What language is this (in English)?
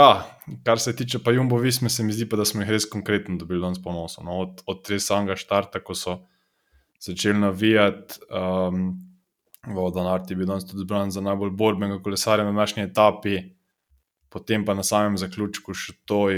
Slovenian